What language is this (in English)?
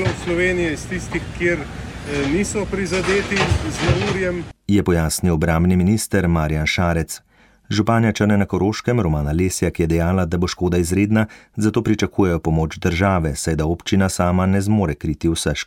Slovenian